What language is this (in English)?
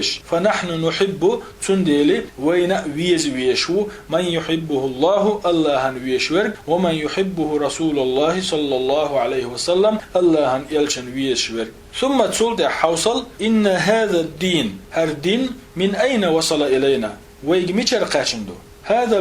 Chechen